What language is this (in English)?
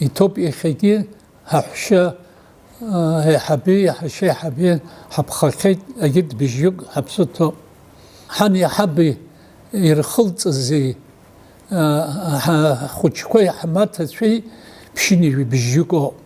Abkhazian